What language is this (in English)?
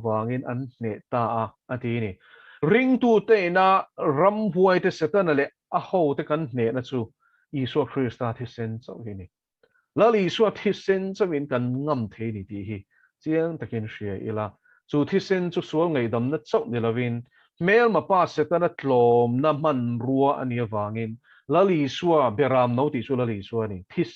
Mizo